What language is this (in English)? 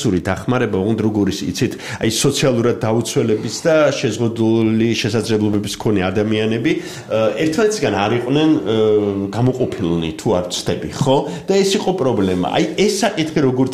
Georgian